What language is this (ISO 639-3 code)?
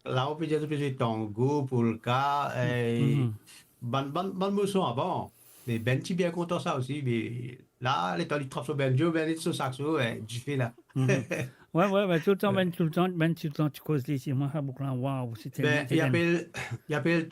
mfe